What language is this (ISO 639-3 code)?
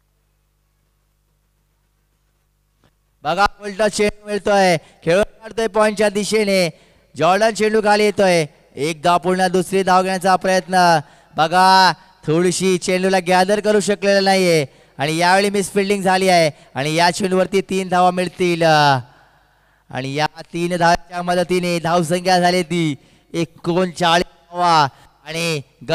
mar